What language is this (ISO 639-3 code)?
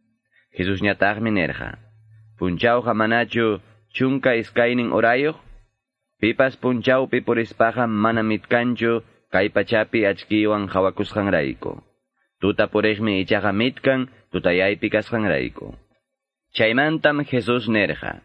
que